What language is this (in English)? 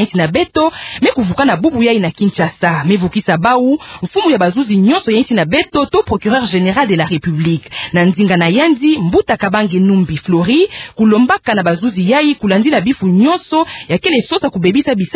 Kituba (Democratic Republic of Congo)